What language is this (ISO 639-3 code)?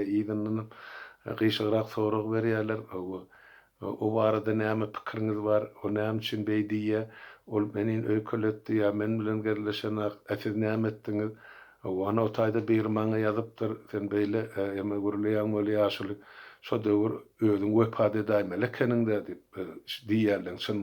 tuk